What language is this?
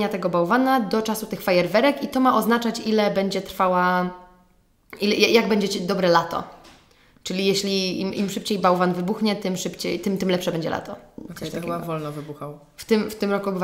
Polish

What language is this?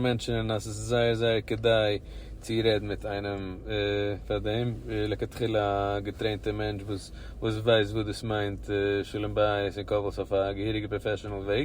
Yiddish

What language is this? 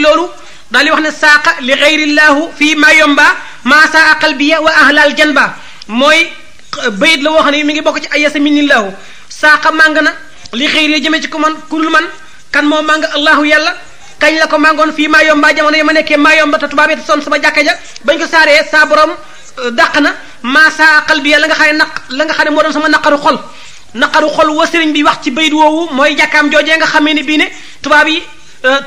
Wolof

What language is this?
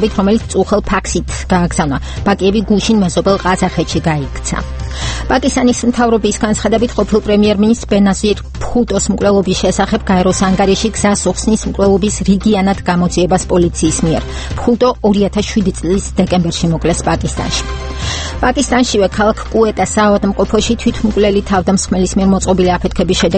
Georgian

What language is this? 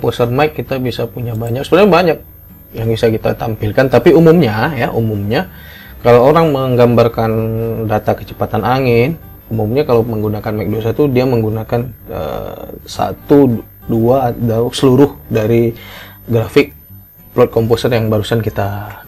Indonesian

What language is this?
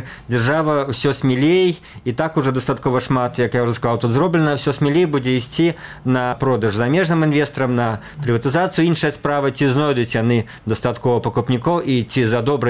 Belarusian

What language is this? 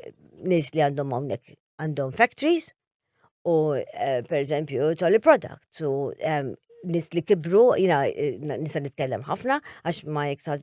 Maltese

